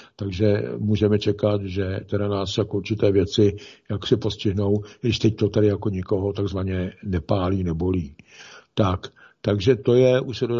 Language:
Czech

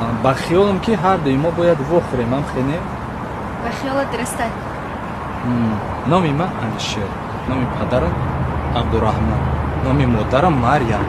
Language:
Tajik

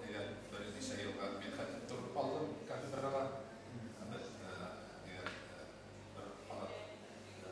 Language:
Bashkir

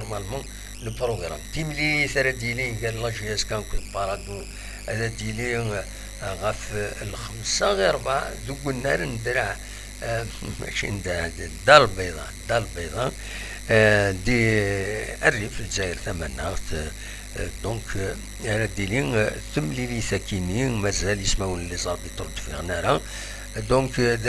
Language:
Kabyle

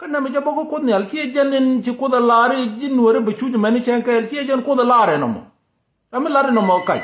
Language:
Nuer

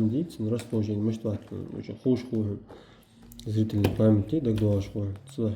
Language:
Ingush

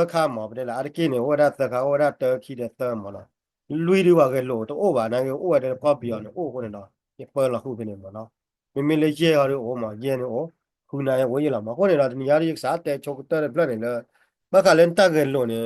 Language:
S'gaw Karen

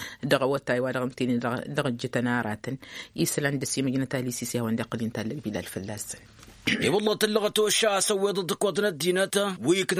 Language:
Tamasheq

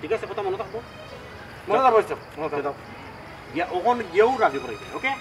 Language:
Sylheti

